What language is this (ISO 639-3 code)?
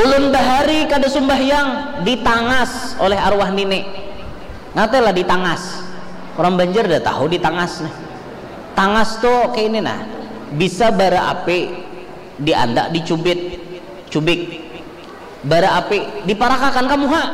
bjn